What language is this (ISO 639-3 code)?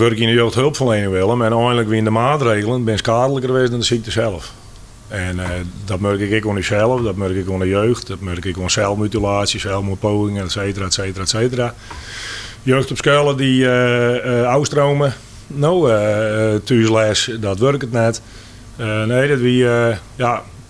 fry